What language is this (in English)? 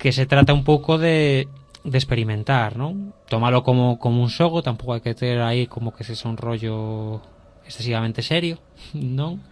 Galician